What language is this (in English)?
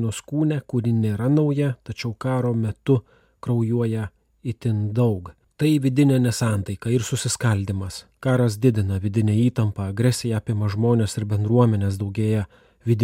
Lithuanian